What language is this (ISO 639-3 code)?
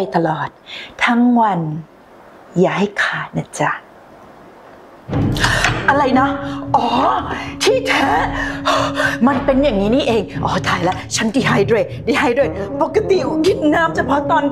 tha